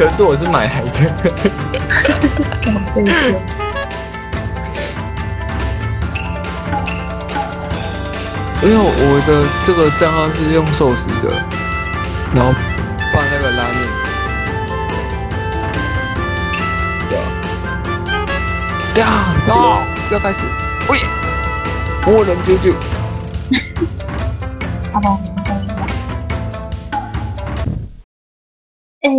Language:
Chinese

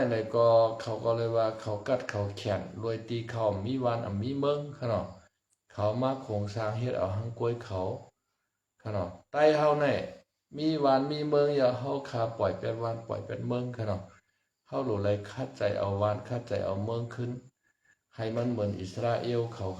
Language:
Shan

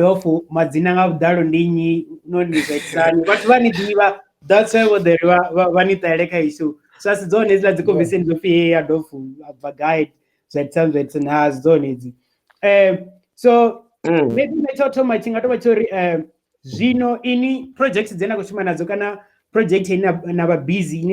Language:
Venda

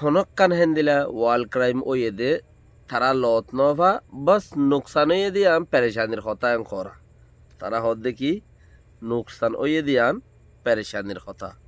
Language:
Rohingya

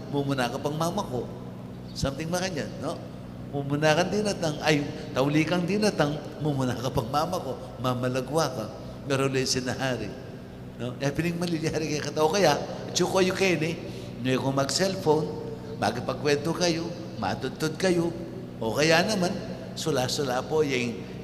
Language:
Pampanga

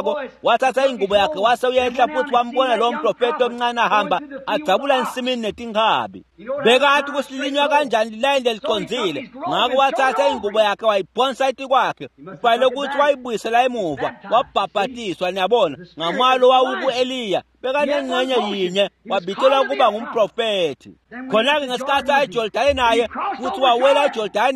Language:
Swati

